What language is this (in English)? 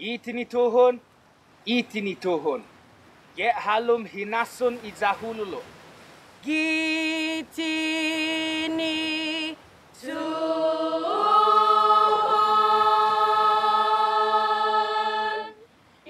Chamorro